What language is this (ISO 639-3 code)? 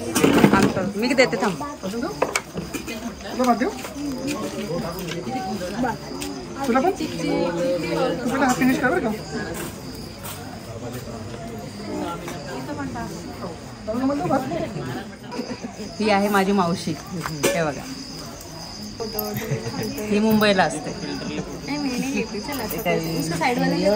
mar